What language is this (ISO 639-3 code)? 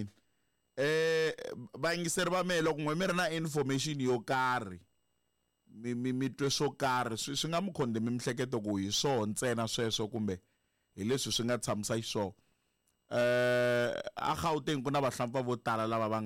tso